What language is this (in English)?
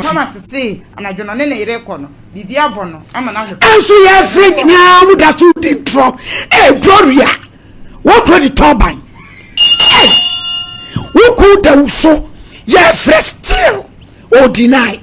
Akan